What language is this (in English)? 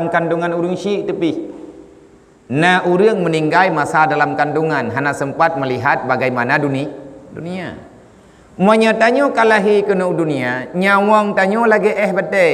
Achinese